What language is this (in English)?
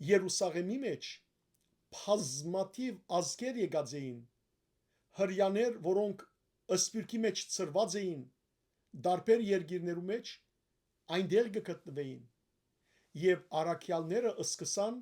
Western Armenian